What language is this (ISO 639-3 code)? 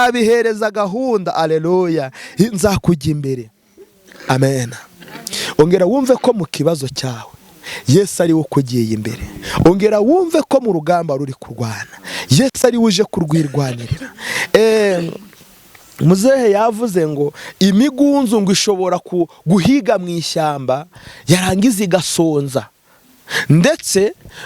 kin